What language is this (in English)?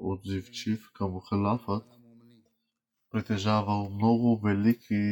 Bulgarian